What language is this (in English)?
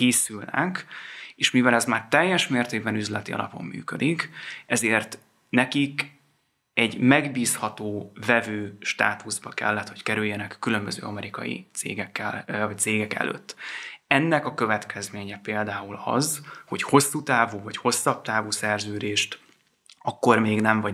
Hungarian